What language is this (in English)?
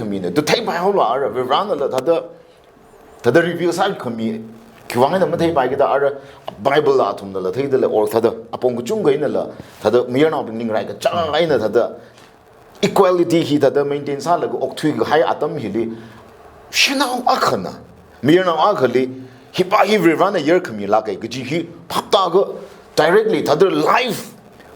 Tangkhul Naga (India)